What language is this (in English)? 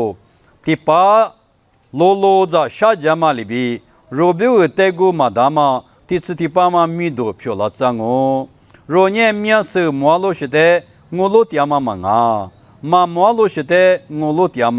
Lisu